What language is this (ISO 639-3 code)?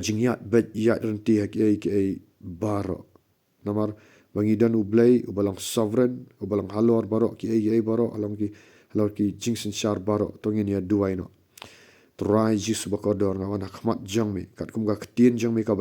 kha